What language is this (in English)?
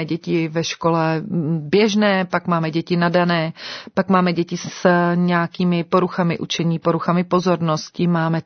Czech